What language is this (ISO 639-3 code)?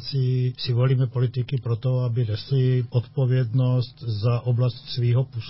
ces